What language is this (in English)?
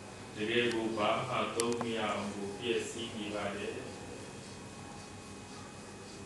Burmese